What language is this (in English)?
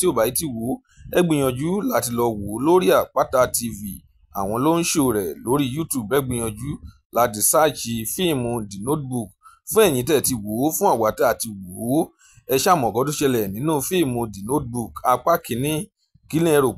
Yoruba